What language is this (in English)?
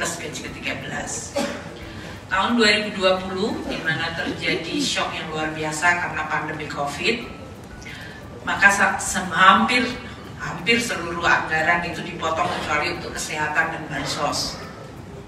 Indonesian